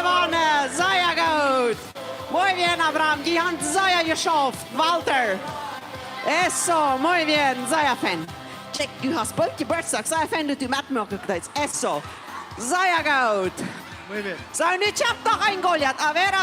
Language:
Plautdietsch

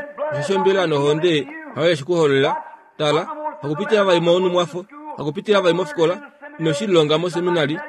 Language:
Kuanyama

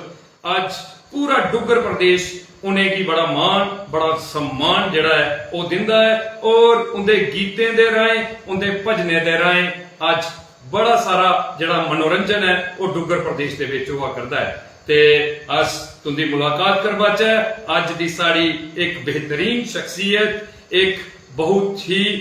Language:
Dogri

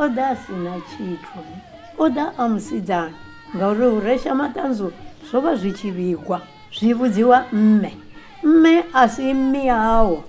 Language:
Venda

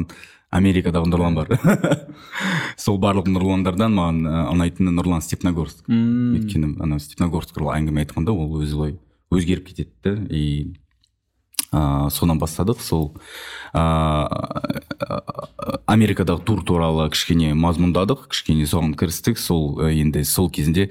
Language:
Kazakh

